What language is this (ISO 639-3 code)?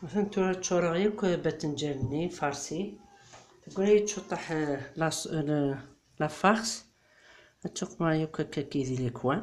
kab